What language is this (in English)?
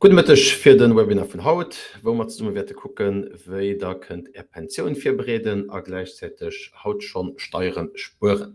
Luxembourgish